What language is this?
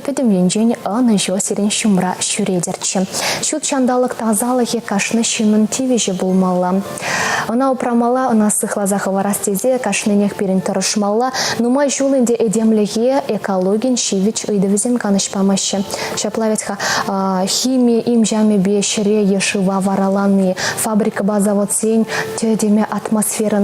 Chuvash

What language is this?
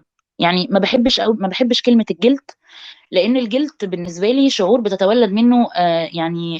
Egyptian Arabic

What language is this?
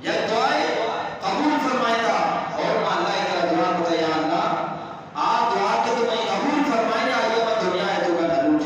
Eastern Balochi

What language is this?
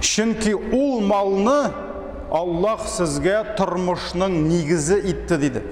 Tatar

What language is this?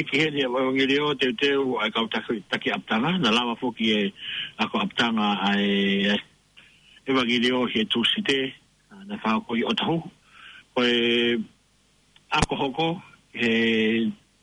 Tongan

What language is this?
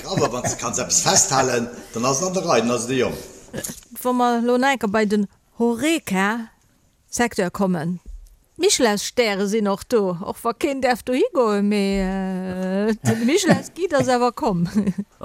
Luxembourgish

